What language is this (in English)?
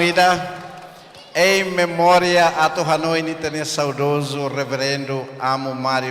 Tetum